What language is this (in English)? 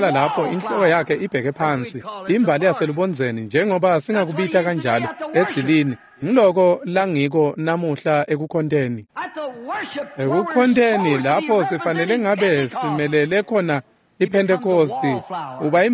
Swati